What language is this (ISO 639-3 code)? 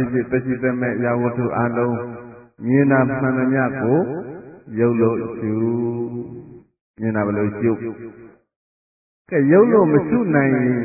mya